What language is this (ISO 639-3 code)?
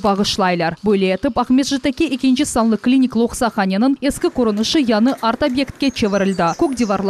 crh